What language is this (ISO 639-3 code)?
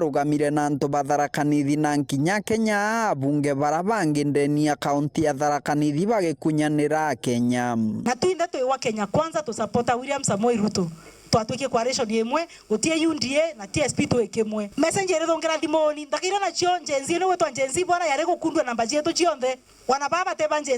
mer